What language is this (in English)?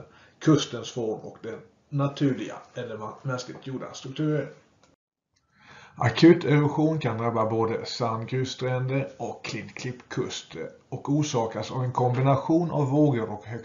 Swedish